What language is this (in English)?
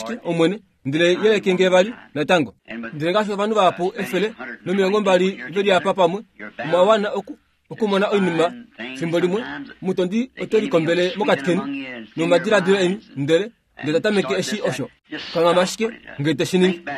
Kuanyama